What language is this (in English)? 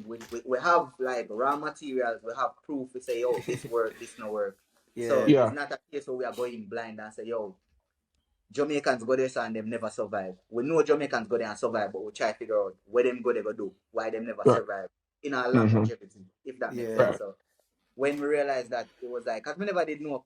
Jamaican Creole English